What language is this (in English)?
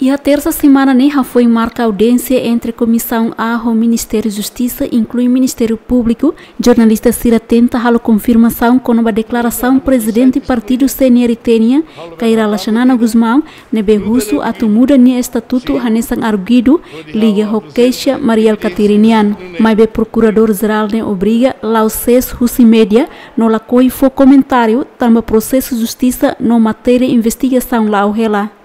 Tetum